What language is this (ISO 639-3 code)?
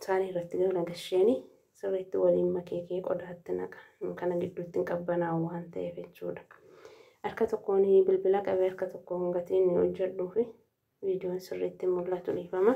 orm